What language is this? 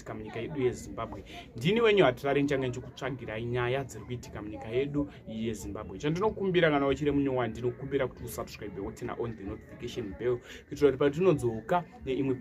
Shona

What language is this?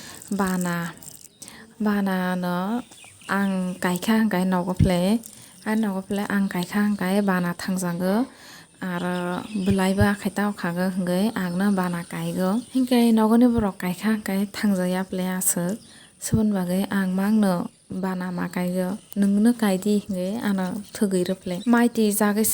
Kok Borok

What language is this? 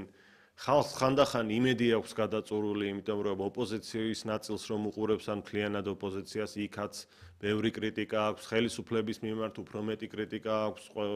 Georgian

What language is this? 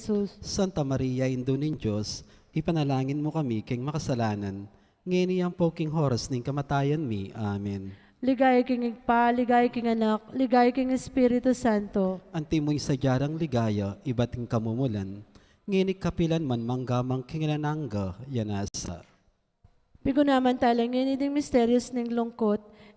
Pampanga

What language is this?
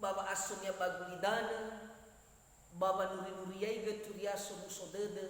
Nias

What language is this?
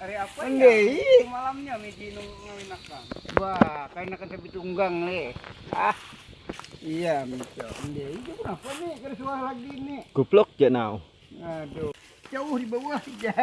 Banjar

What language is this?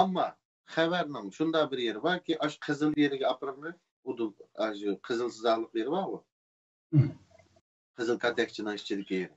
Uyghur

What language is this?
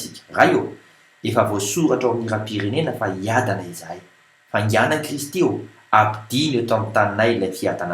Malagasy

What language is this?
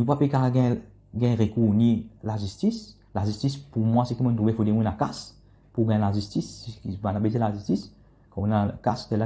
Morisyen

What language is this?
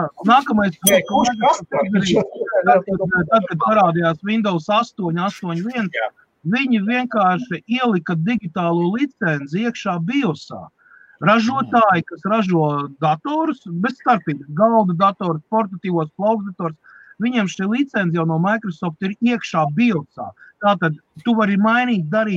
Latvian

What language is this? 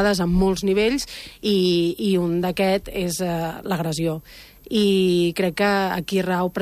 Catalan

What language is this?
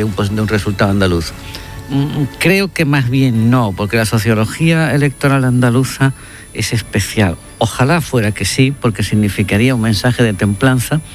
Spanish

